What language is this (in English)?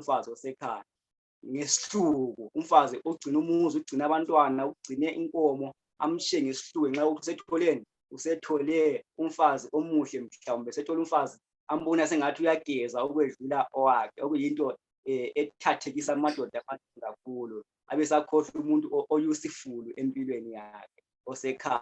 Zulu